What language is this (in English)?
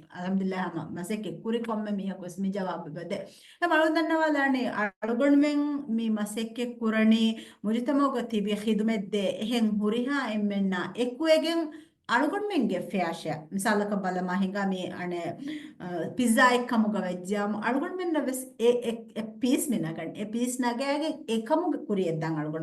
Divehi